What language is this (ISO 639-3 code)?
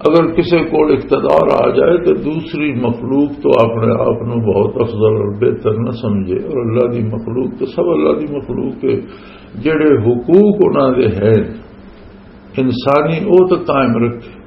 lah